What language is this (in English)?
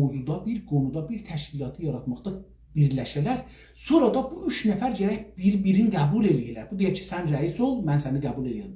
South Azerbaijani